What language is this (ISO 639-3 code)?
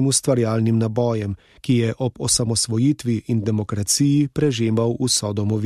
slv